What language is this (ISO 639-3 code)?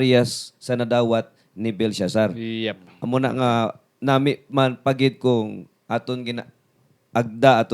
hil